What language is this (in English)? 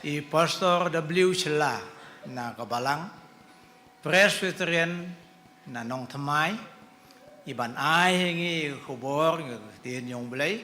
Khasi